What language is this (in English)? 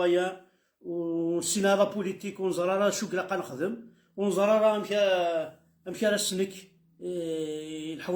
Kabyle